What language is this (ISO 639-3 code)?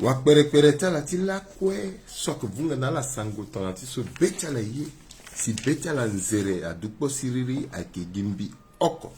sag